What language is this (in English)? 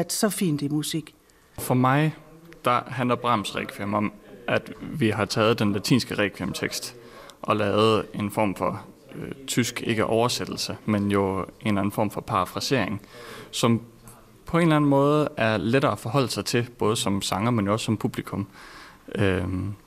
Danish